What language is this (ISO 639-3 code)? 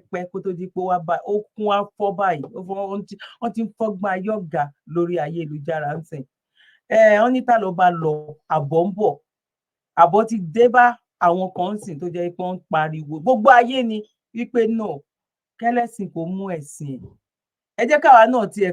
yor